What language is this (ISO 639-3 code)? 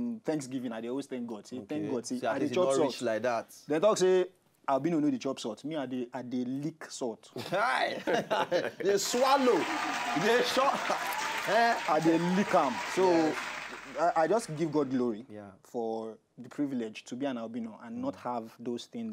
pcm